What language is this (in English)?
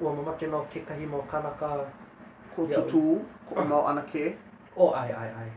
Hawaiian